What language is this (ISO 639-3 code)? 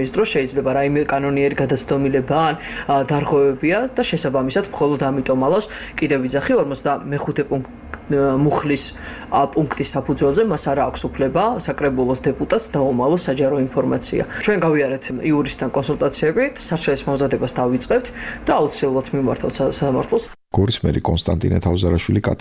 kat